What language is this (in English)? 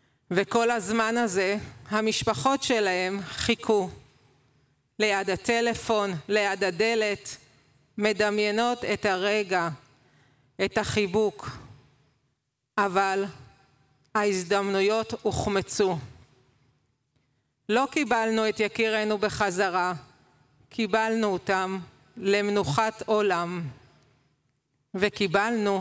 Hebrew